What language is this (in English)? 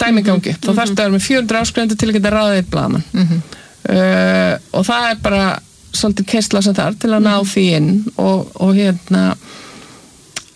Icelandic